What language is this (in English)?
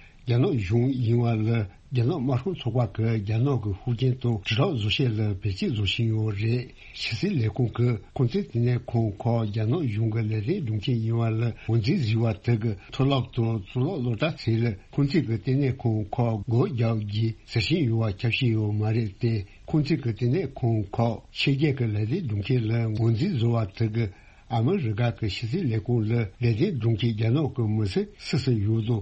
Tibetan